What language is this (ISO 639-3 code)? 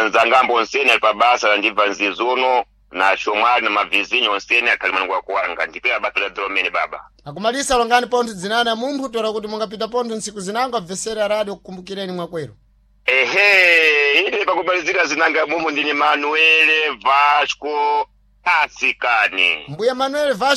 seh